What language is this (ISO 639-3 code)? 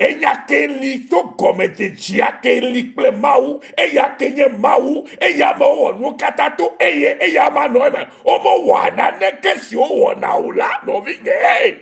ewe